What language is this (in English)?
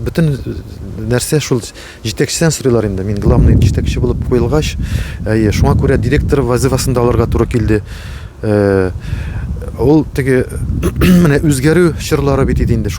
Tatar